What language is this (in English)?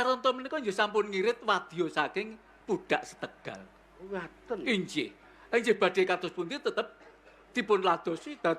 Javanese